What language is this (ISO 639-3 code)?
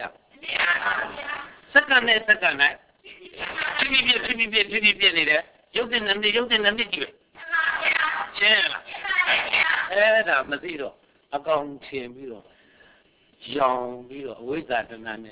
mya